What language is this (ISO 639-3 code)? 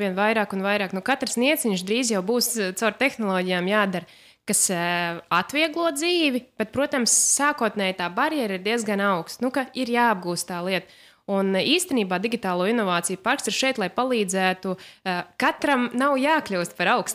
lav